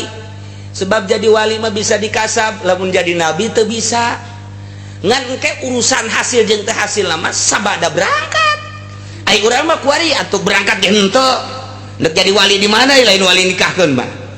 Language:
Sundanese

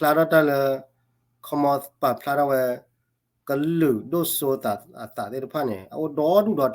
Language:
S'gaw Karen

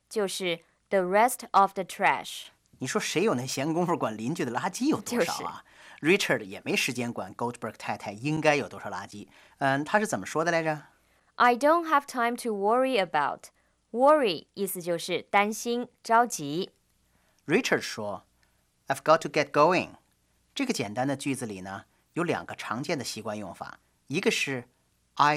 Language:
Chinese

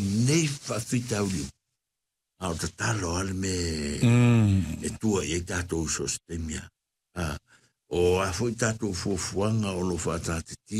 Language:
Samoan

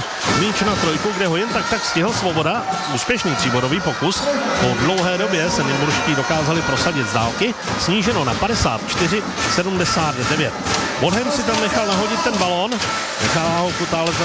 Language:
Czech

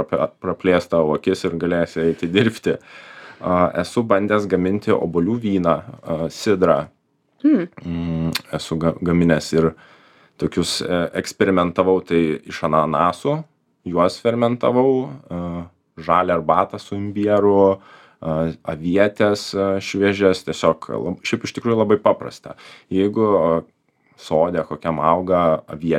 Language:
Lithuanian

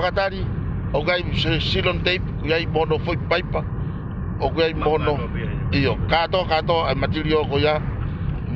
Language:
Tongan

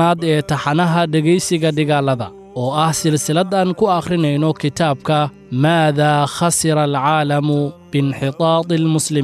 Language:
Somali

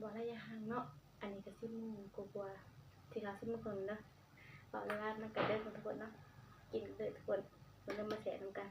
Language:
Northeastern Thai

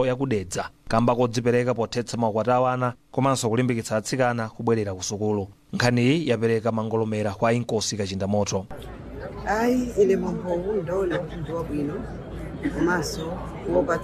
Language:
Nyanja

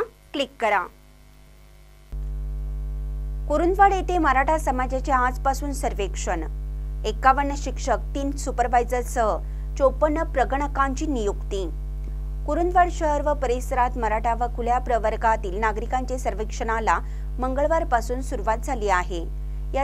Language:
Marathi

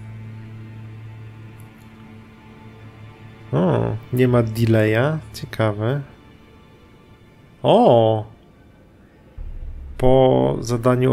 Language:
Polish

